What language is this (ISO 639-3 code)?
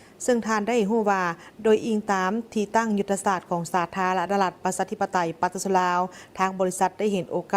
lao